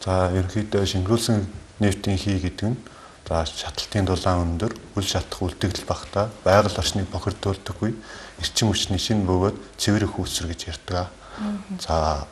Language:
Mongolian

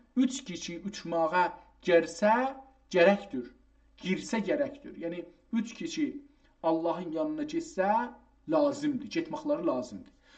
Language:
South Azerbaijani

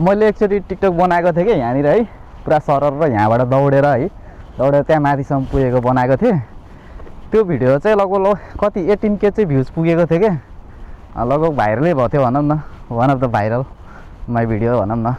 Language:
Nepali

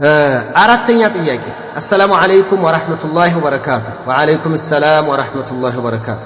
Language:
Amharic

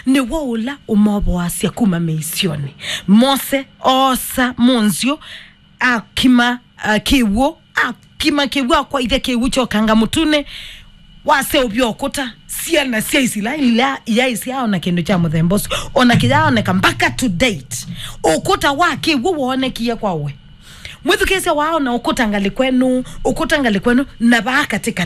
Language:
Kamba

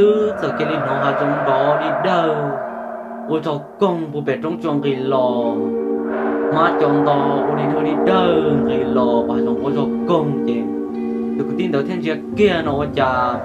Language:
Hmong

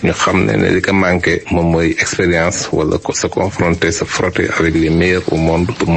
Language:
Wolof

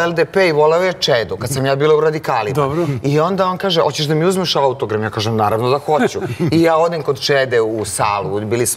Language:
Serbian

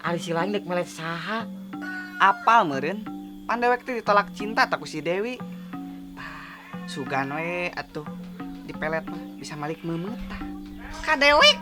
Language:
Sundanese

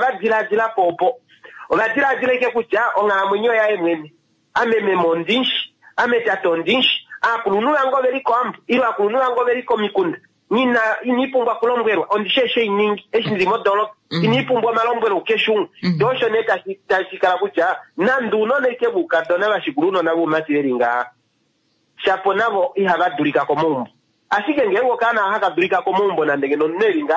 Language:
Kuanyama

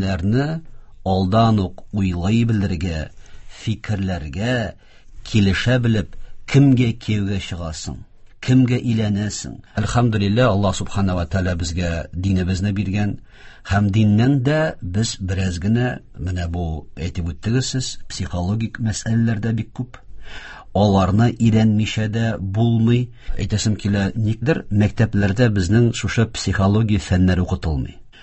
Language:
Tatar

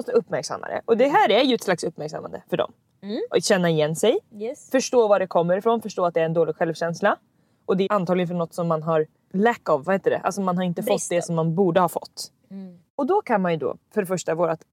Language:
Swedish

